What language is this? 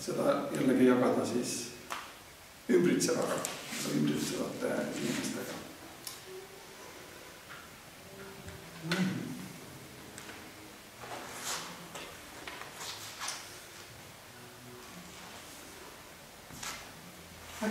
Estonian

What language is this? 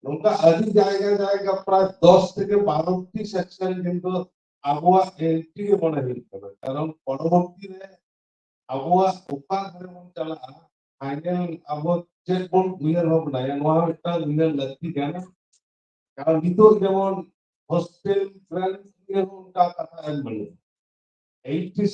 Santali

